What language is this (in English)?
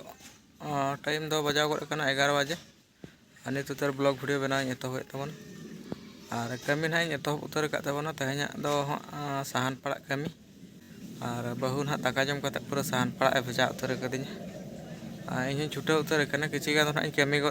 Santali